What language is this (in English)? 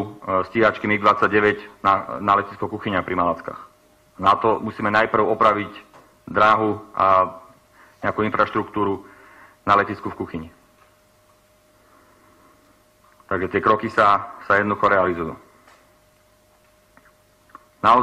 Slovak